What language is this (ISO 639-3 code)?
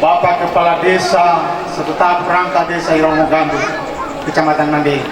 nia